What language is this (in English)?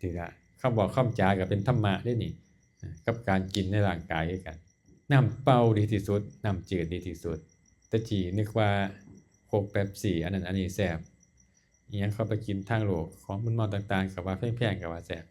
Northeastern Thai